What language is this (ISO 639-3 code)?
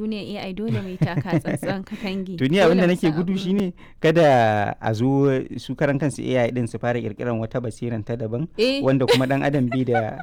hau